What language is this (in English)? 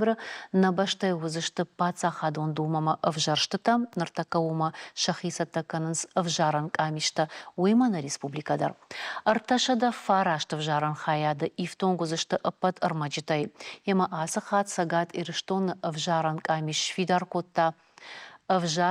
Ossetic